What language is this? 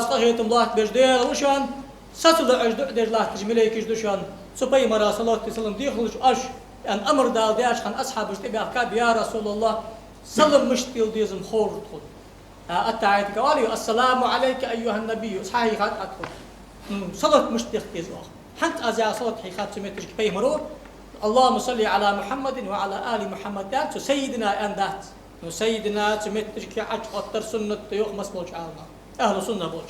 Ingush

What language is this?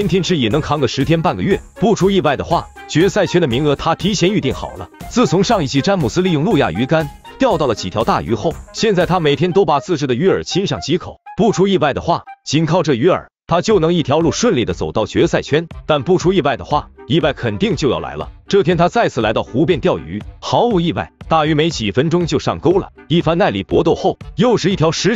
Chinese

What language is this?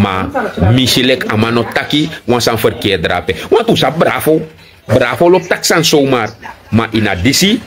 Sranan Tongo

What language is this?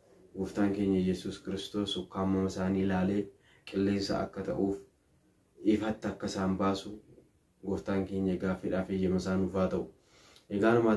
Oromo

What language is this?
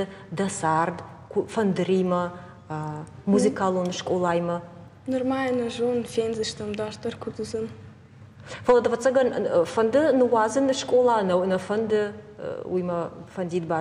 Ossetic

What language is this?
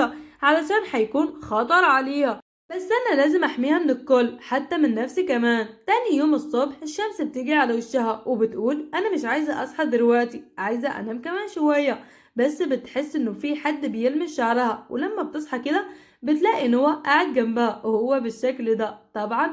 Egyptian Arabic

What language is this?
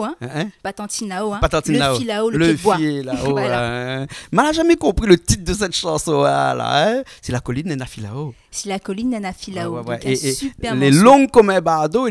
Réunion Creole French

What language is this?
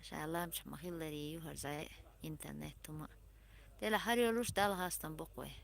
Chechen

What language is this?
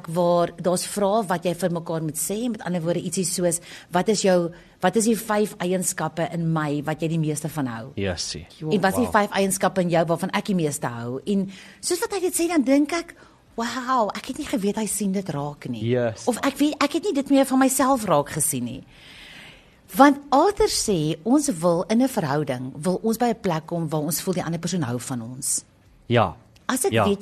Afrikaans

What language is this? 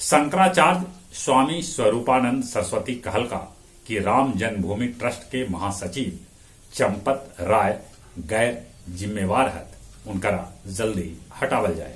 Magahi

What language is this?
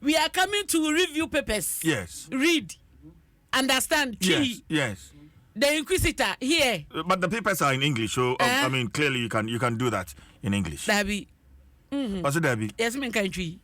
Akan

